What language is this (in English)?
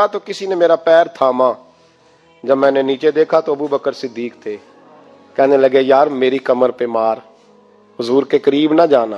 Urdu